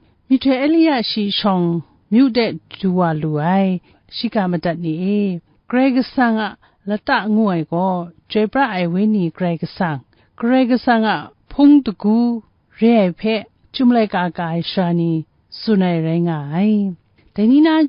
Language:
Kachin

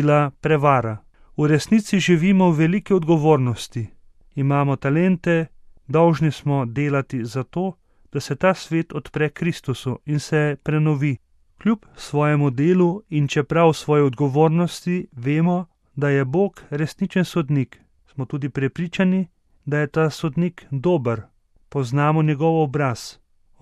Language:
Slovenian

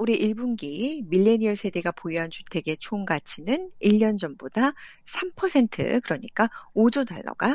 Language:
Korean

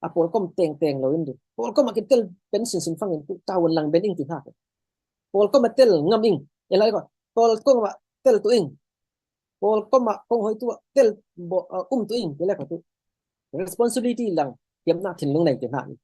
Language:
Falam Chin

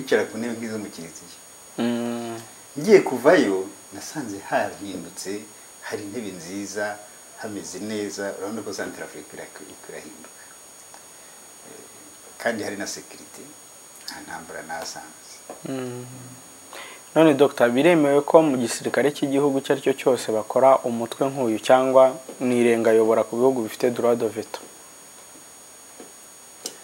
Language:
Kinyarwanda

